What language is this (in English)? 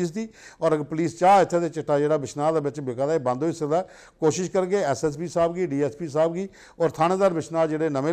Dogri